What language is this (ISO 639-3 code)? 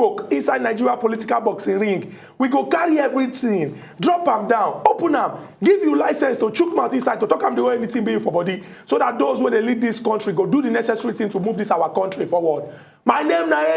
pcm